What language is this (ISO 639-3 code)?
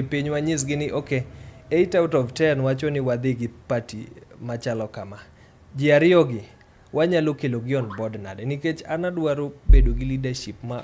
luo